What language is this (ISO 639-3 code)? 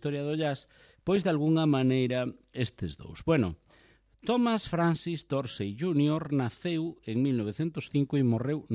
glg